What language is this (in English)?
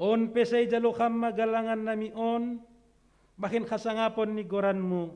Batak Simalungun